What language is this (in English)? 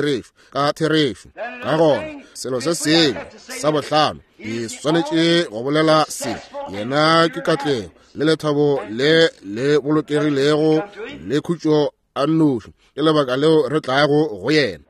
Northern Sotho